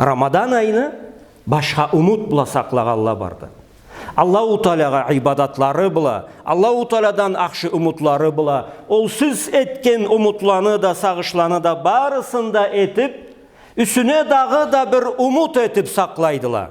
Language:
Karachay-Balkar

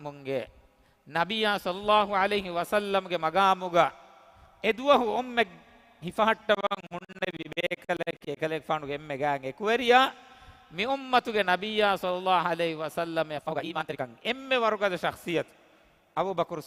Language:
Divehi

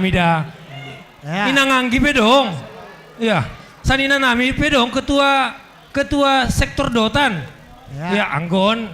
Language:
Batak Simalungun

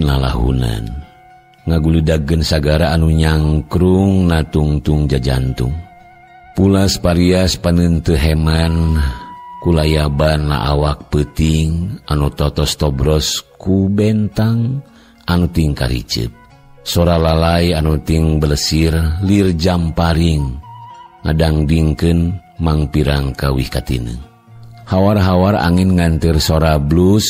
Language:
Sundanese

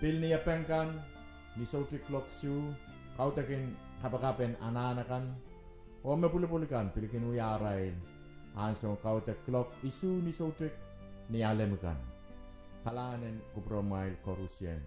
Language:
Pohnpeian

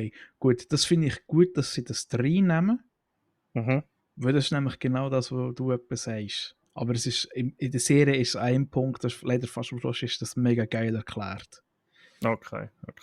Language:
Swiss German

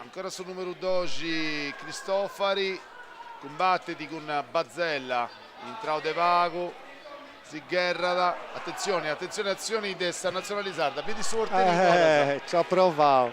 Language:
Sardinian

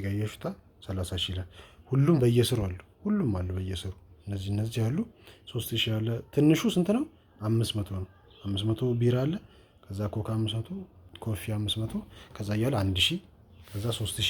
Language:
Amharic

